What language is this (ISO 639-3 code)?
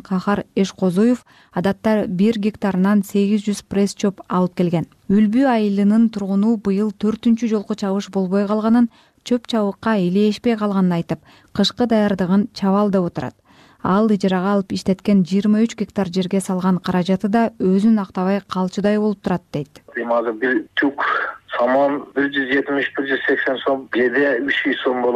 kir